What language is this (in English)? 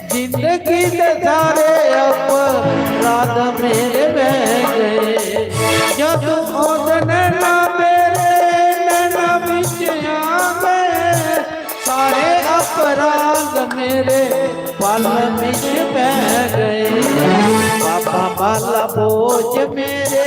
Dogri